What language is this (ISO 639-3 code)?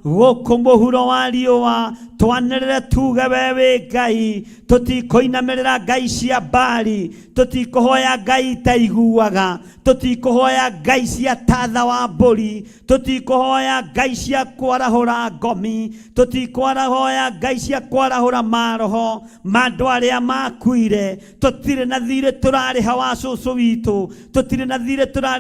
kik